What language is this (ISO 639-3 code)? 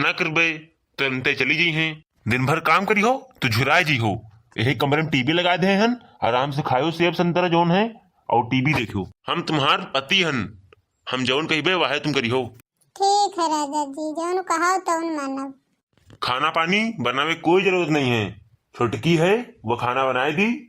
awa